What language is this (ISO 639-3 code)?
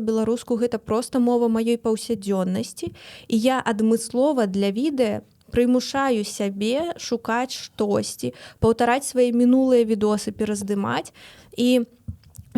bel